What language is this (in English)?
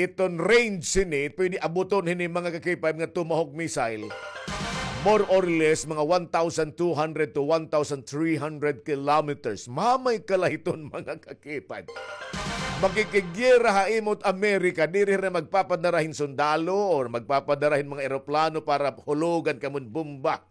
Waray